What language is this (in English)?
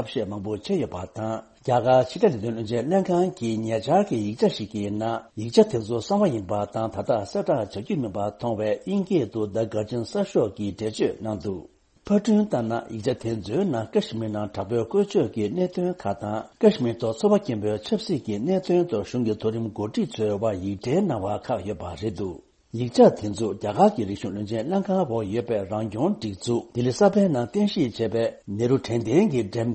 Tibetan